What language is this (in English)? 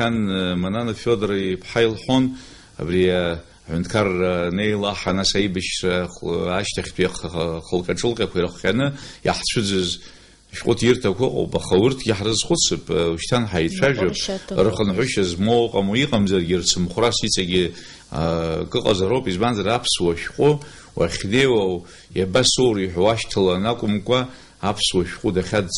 Abkhazian